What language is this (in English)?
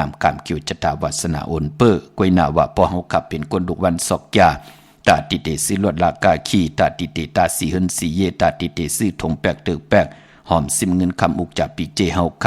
Shan